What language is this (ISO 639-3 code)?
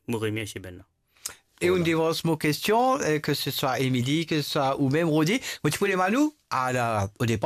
mfe